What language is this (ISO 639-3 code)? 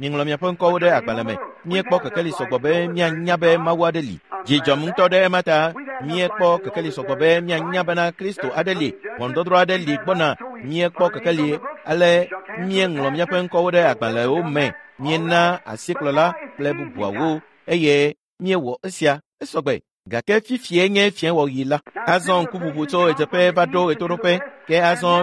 ewe